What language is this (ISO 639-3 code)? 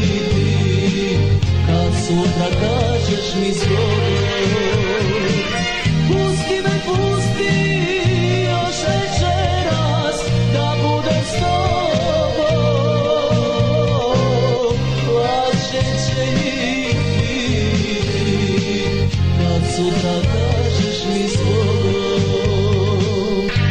srp